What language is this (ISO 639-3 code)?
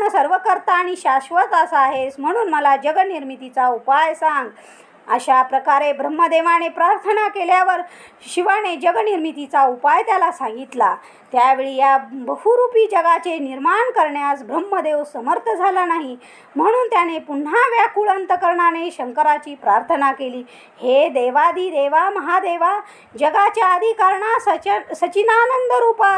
mar